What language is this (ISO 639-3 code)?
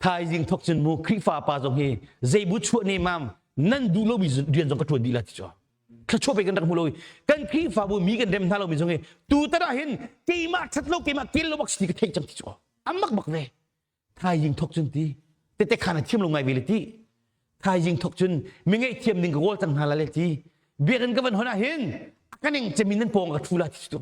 cnh